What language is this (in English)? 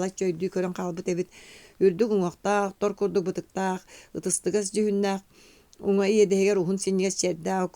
Yakut